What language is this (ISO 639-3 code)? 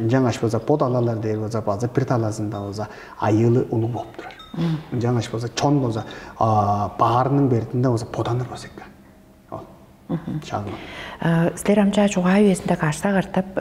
tyv